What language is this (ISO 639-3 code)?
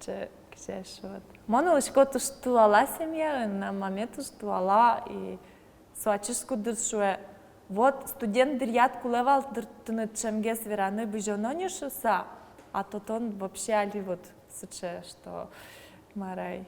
udm